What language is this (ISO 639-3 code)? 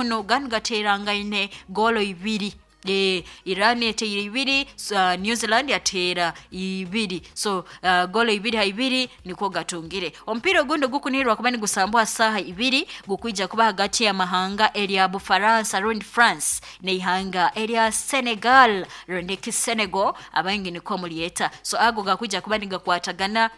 nyo